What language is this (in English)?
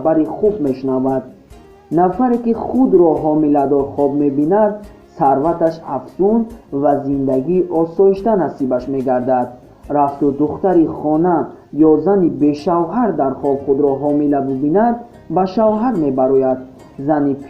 Tajik